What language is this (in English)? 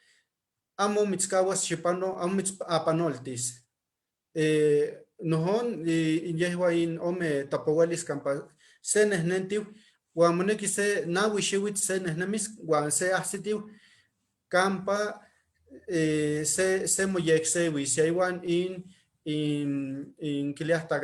Eastern Huasteca Nahuatl